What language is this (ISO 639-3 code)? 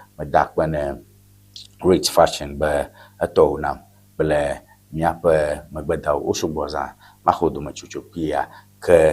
ewe